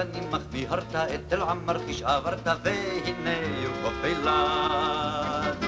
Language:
Hebrew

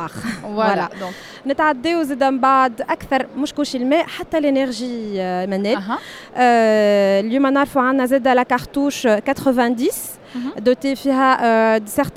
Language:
Tunisian Arabic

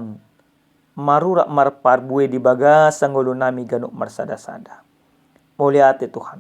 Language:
Batak Toba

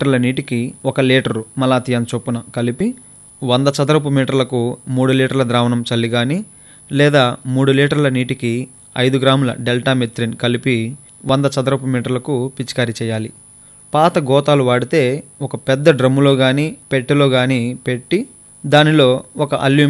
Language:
Telugu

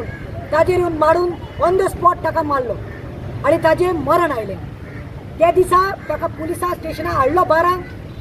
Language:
Konkani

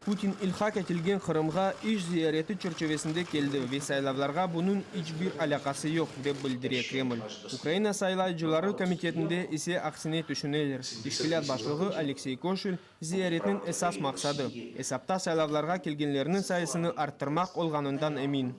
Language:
Crimean Tatar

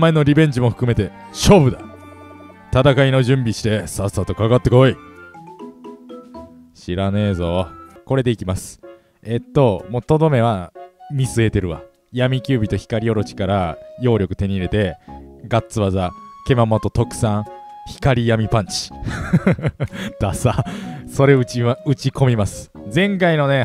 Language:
Japanese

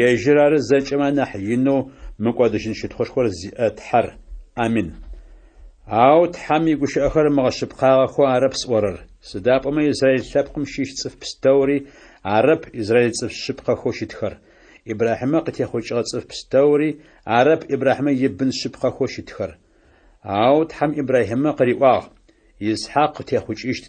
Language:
Adyghe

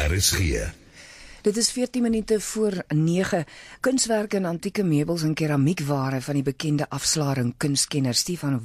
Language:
Afrikaans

